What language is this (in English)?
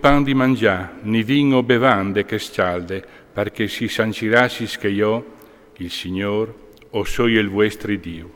Friulian